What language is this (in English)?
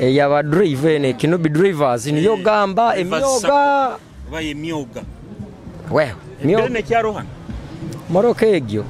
Nyoro